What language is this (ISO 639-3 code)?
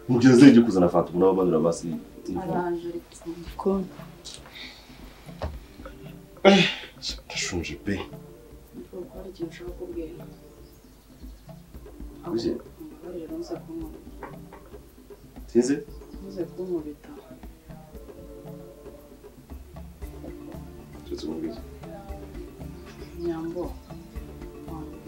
kin